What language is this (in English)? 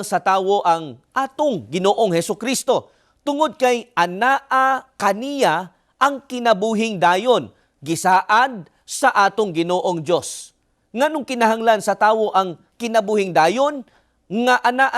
Cebuano